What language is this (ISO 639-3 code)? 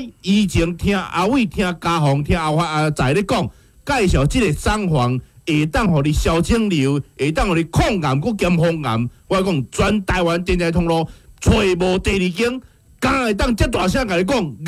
nan